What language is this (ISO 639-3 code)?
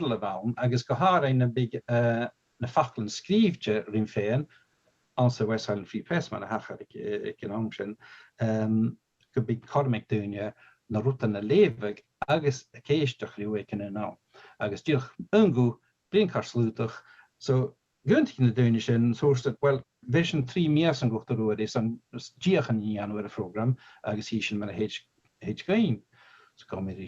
gla